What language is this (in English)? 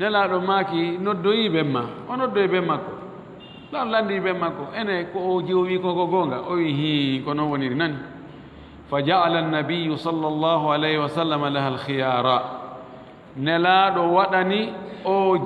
Fula